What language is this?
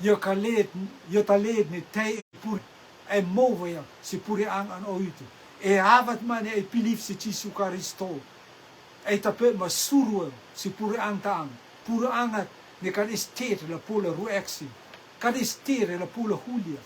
Rotuman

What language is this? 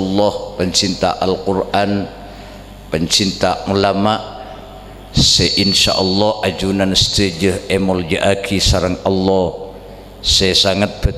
Madurese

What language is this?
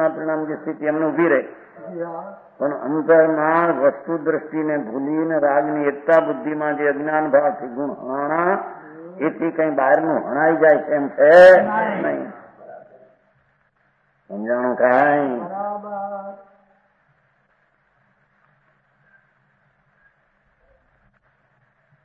Gujarati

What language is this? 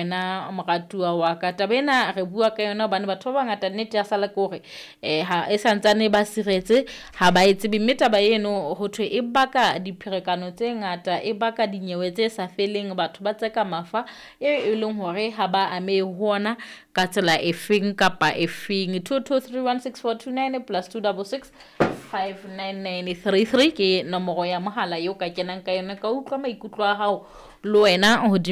Southern Sotho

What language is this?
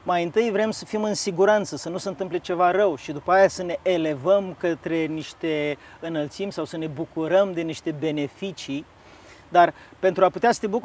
Romanian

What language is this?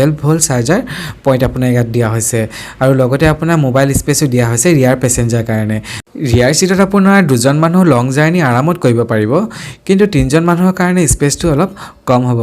Assamese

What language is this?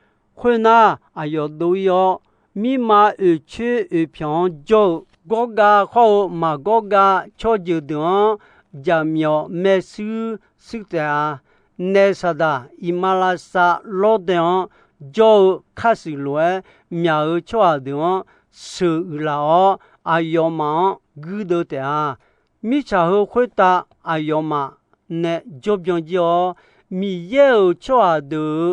Akha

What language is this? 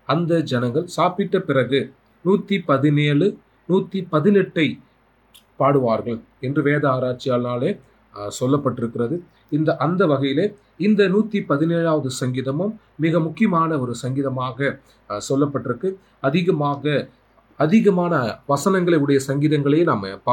Tamil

